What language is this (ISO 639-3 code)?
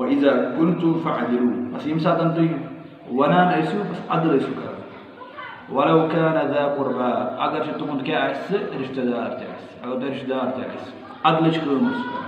kas